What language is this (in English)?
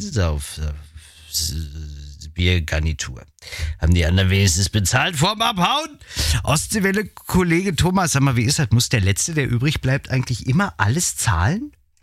German